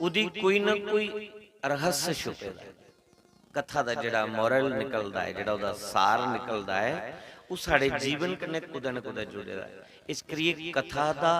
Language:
Dogri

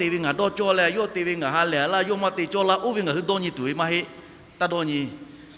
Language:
Lahu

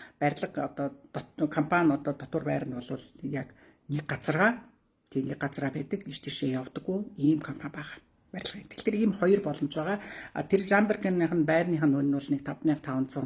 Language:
Mongolian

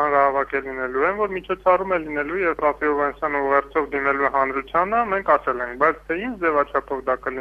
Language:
Armenian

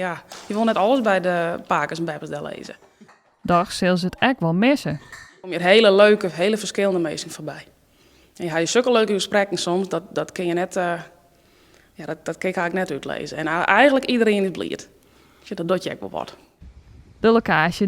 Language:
Western Frisian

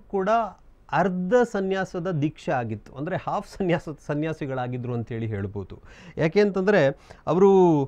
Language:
Kannada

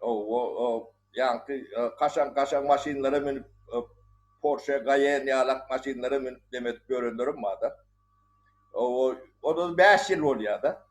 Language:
Turkmen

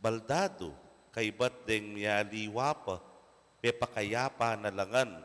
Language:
Pampanga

